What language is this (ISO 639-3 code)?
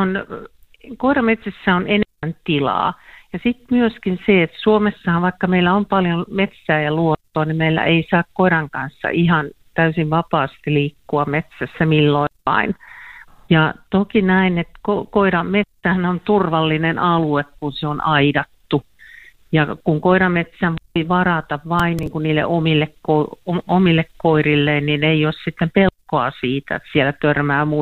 fin